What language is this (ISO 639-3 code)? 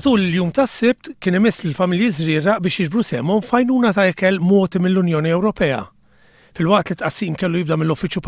mlt